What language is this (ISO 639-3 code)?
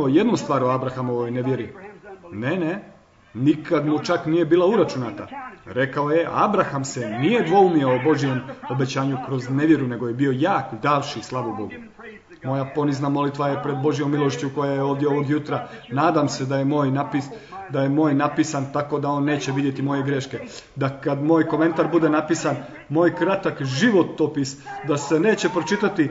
hrv